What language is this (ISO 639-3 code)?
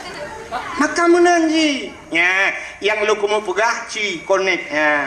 ace